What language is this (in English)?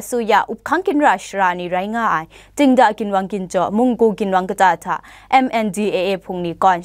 Kachin